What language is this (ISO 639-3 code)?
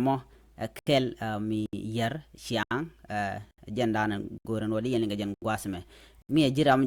nus